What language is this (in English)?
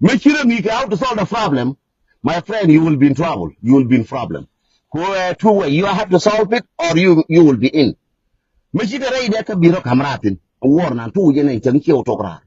Nuer